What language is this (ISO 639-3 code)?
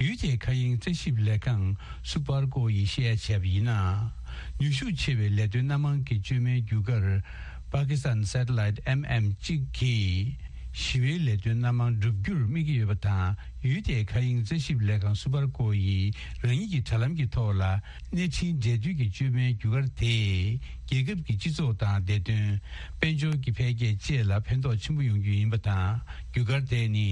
bod